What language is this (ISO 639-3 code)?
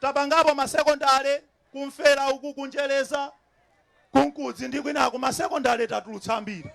nya